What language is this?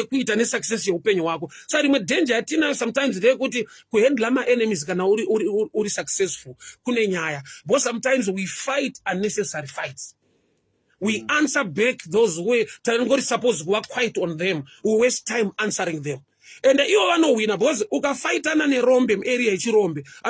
Shona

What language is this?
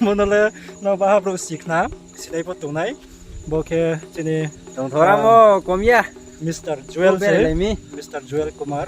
Riang (India)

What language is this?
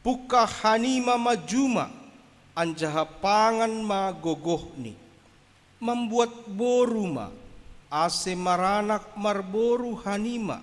Batak Simalungun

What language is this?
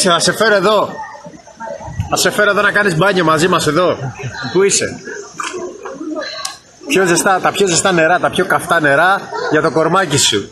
Greek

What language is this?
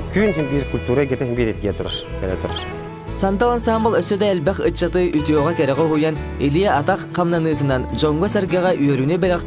Yakut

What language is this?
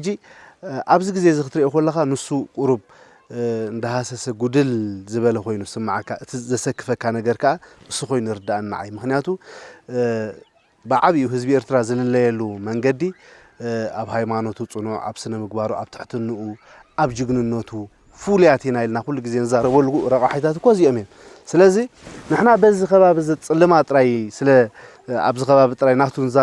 Tigrinya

